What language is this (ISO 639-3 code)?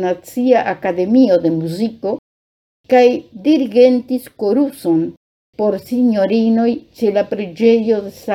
epo